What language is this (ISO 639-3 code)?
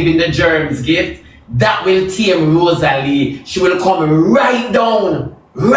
jam